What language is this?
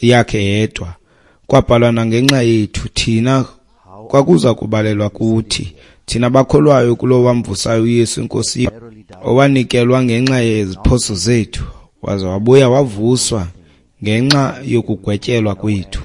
Xhosa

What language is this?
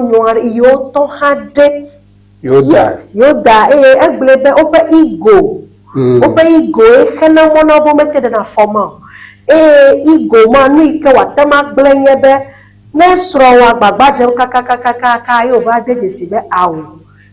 Ewe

